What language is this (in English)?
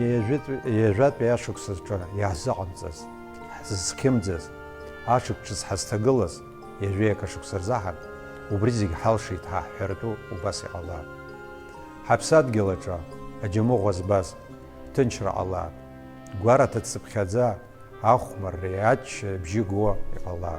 Abkhazian